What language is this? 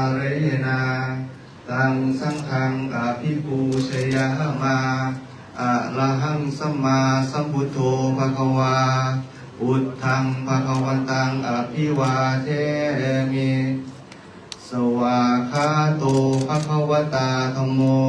Pali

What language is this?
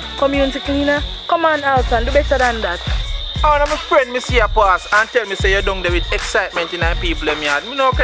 Jamaican Creole English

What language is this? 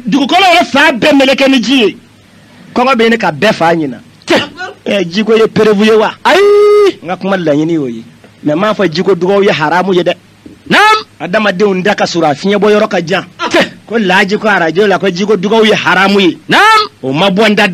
Bambara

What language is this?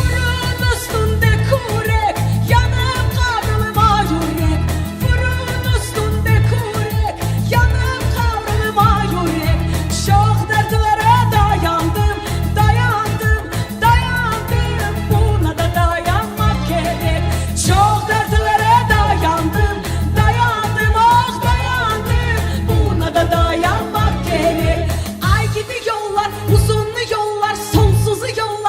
Crimean Tatar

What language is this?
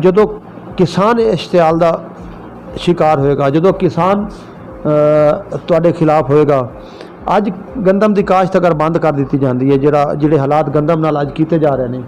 Saraiki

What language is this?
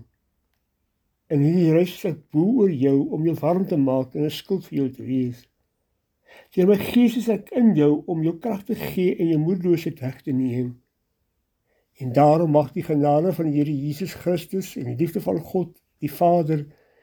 Afrikaans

